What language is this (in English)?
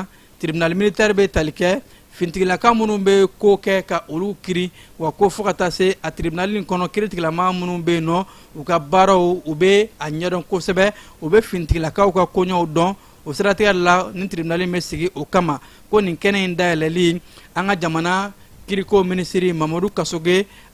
Bambara